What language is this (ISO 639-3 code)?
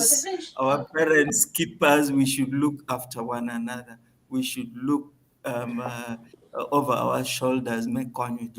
ach